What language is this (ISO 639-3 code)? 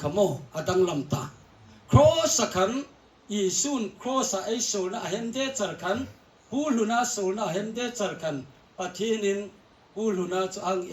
hmr